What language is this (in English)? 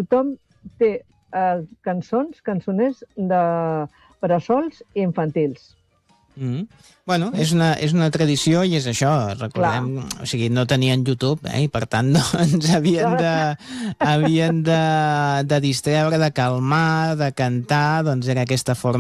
Catalan